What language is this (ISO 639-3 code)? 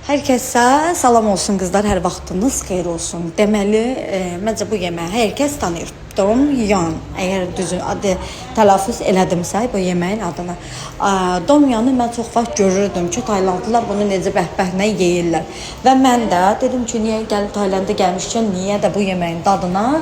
aze